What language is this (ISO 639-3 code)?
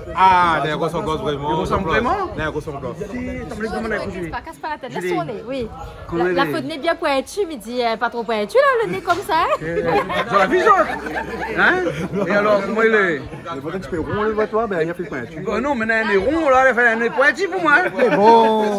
rcf